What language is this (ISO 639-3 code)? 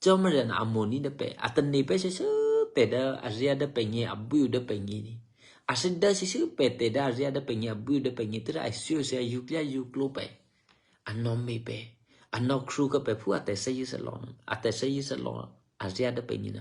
eky